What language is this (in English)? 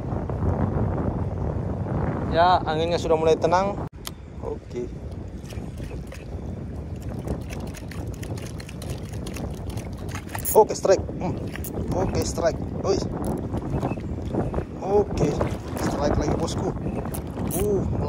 Indonesian